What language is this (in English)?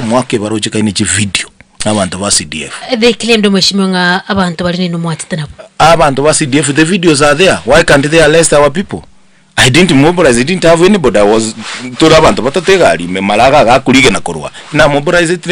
Gusii